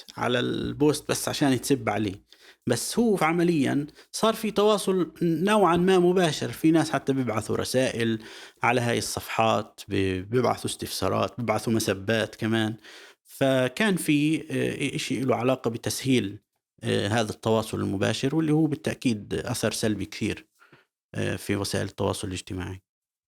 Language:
North Levantine Arabic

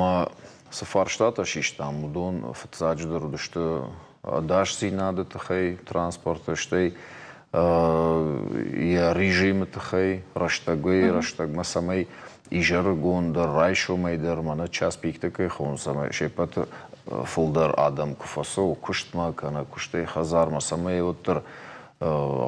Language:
Ossetic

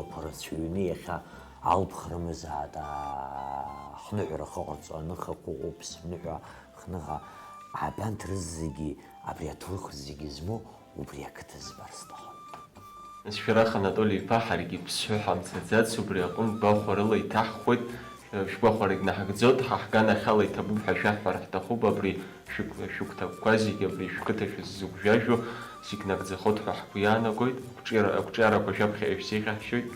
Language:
Abkhazian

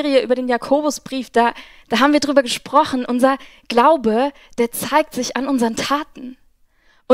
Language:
Swiss German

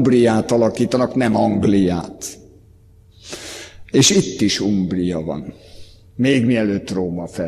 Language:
Hungarian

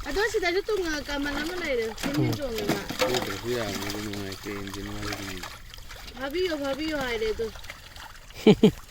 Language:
Manipuri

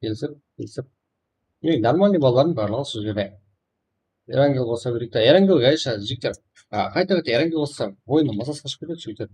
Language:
Kara-Kalpak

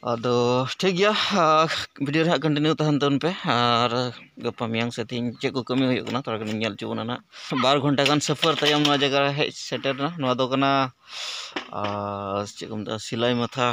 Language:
Santali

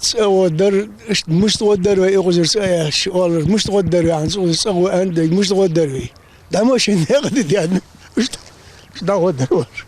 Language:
Ingush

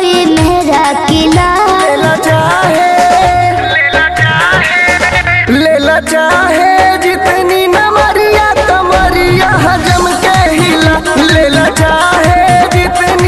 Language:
Bhojpuri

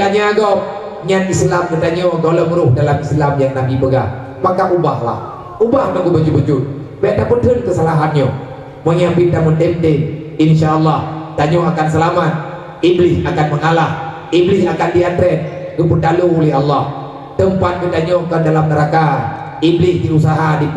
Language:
Achinese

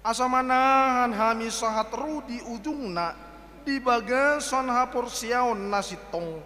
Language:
Batak Toba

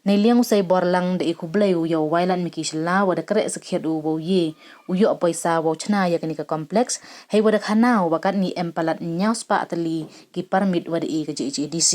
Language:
Pnar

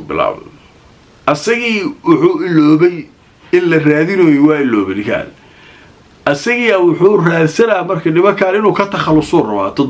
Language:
Somali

